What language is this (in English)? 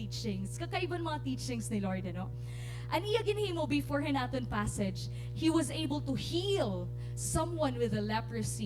Waray